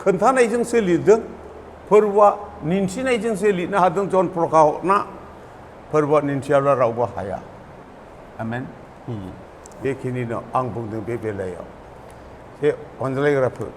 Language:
Bodo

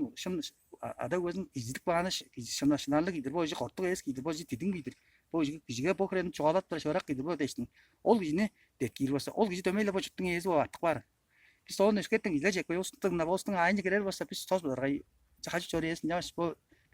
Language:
Tuvinian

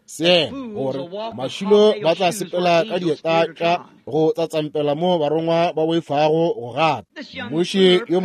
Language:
Northern Sotho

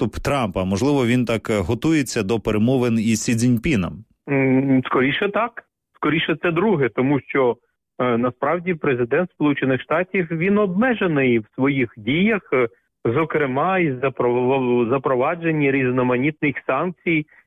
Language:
Ukrainian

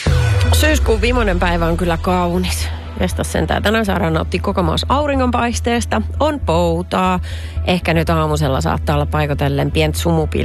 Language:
Finnish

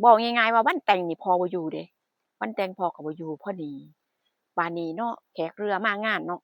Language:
Northeastern Thai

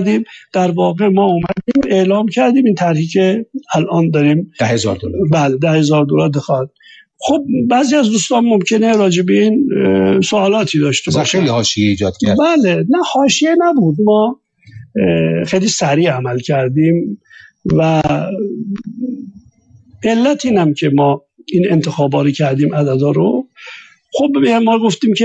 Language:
Persian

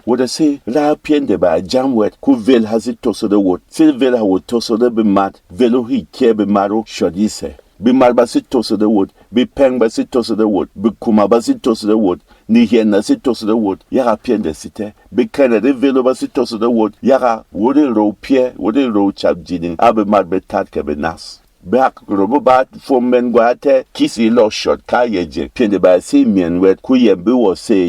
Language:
Berom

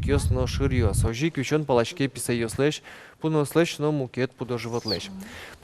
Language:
Udmurt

